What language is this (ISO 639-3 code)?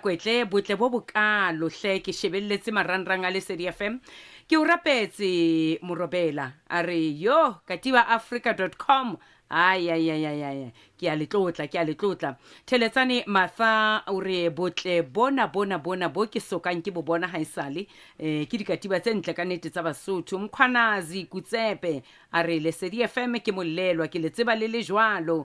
sot